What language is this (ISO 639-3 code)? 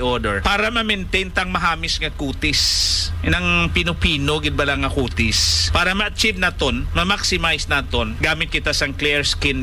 hil